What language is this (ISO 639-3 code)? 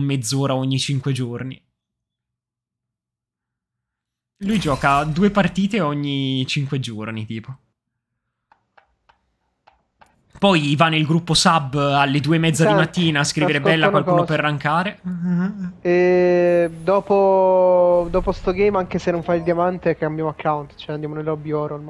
ita